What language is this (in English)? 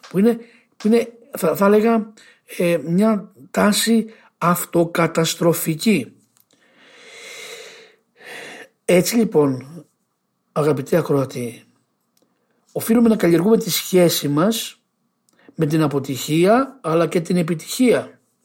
Greek